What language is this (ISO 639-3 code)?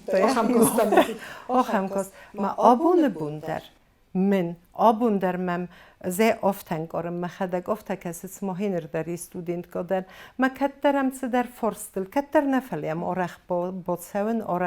oss